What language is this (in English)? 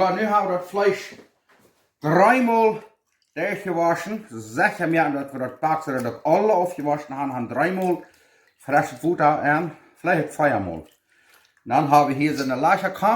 Plautdietsch